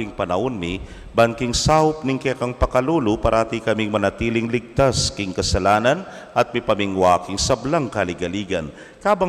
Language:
Pampanga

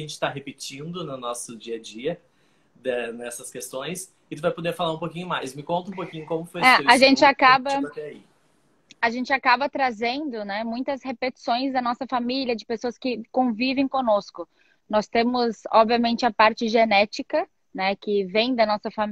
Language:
Portuguese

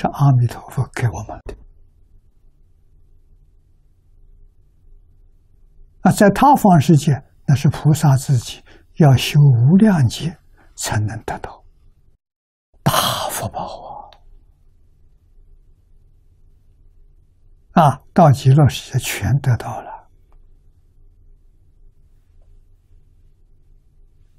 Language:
Chinese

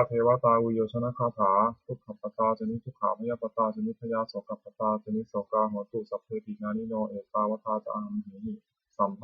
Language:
Pali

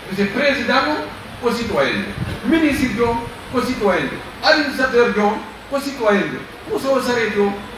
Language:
Pular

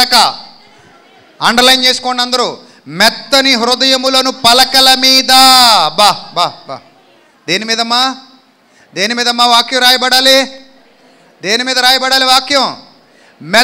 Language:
Telugu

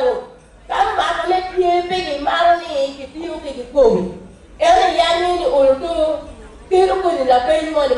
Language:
Acoli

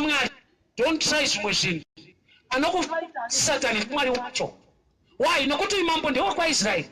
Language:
Shona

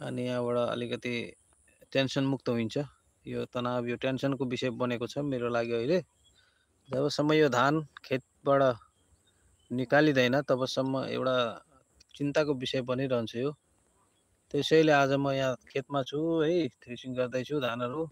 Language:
Nepali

